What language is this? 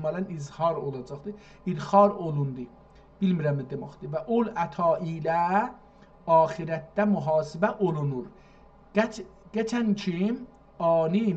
South Azerbaijani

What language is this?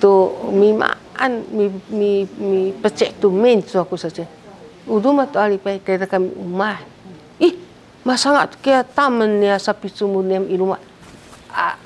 Sakizaya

